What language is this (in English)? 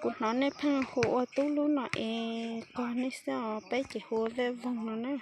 Hmong